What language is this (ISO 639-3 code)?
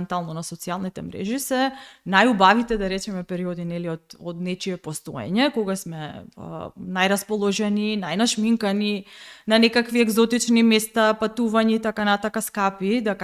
mkd